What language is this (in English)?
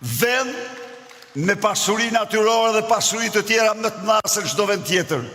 Albanian